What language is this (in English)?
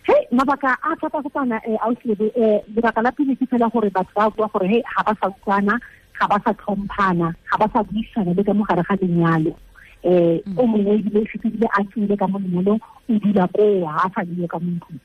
Tswana